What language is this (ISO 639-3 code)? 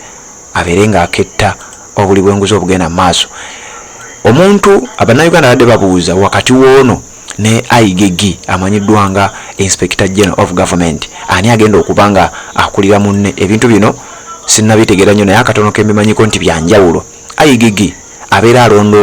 lug